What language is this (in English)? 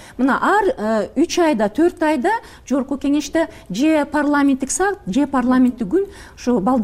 Kyrgyz